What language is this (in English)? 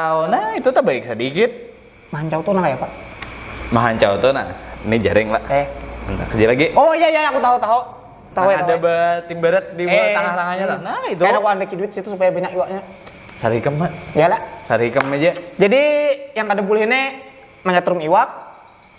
Banjar